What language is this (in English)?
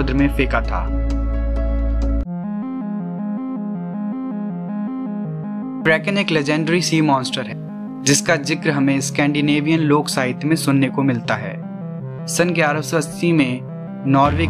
Hindi